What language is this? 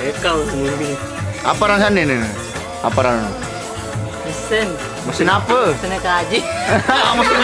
Sasak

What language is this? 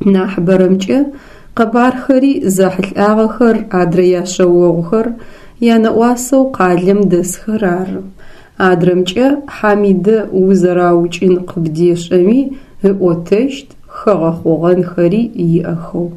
Adyghe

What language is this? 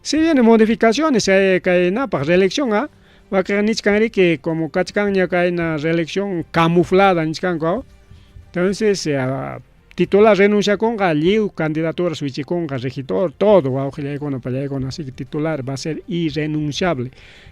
Ayacucho Quechua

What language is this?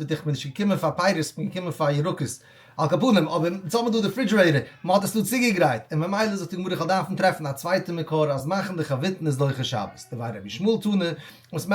Yiddish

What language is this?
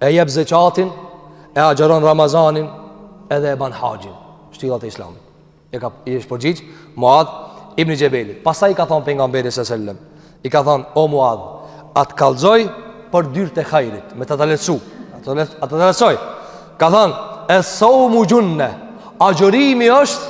Albanian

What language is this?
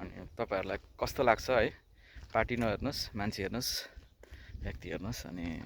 Nepali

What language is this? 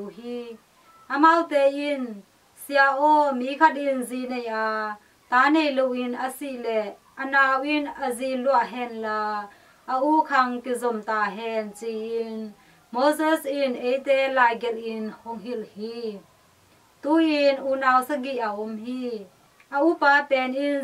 Tedim Chin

